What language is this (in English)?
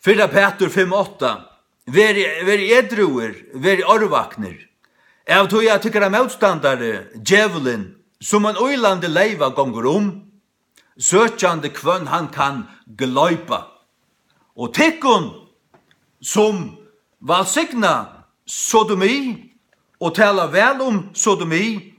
Faroese